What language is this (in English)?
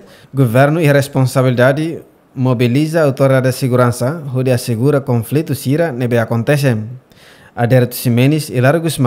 Tetum